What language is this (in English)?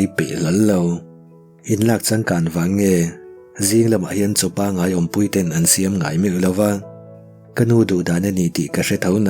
Mizo